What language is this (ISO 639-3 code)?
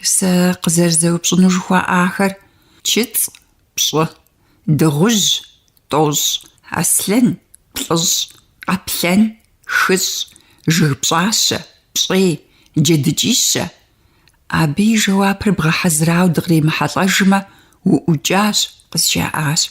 kbd